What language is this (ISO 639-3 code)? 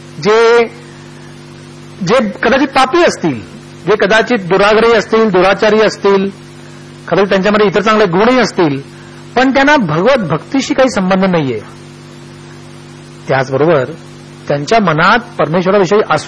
mar